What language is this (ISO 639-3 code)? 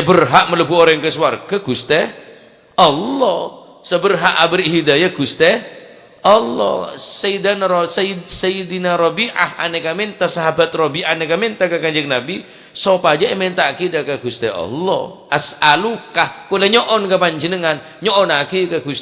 mad